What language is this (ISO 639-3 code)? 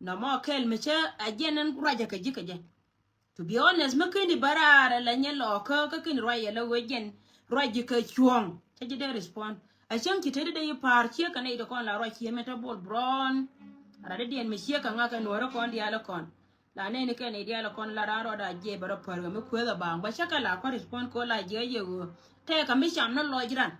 nus